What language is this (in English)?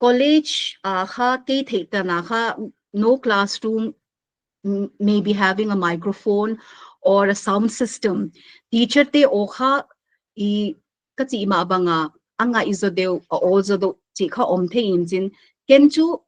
Paite Chin